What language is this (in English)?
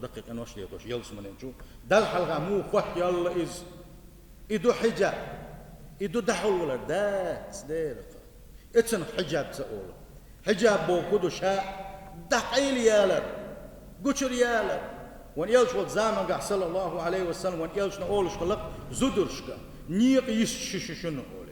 Chechen